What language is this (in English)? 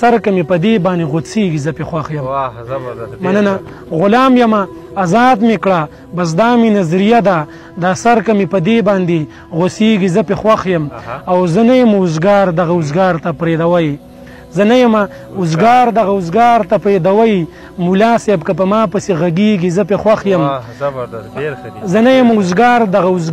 Pashto